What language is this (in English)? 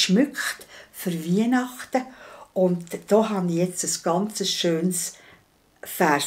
Swiss German